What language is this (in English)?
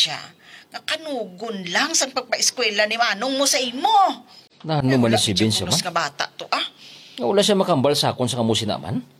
Hiligaynon